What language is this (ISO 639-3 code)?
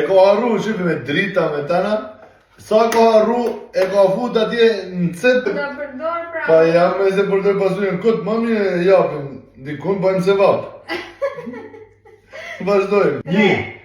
sqi